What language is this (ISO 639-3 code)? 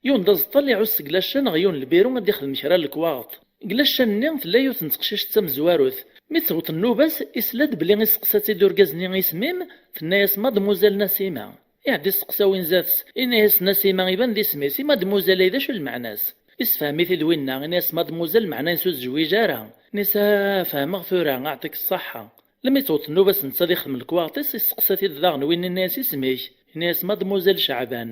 kab